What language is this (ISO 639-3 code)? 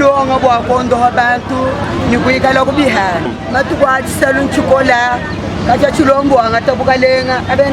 lua